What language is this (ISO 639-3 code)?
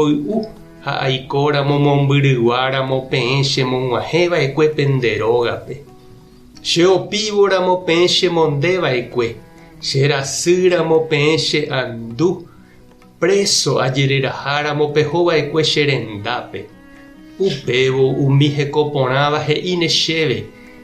grn